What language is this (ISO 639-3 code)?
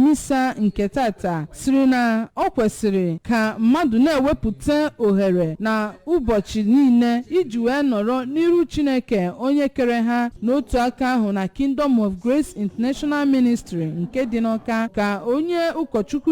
ibo